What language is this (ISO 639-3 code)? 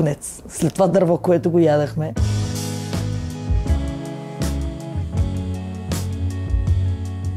bul